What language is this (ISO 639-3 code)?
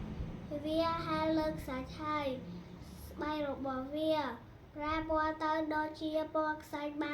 khm